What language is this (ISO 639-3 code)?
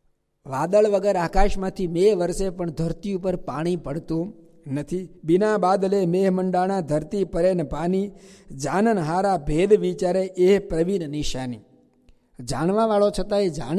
guj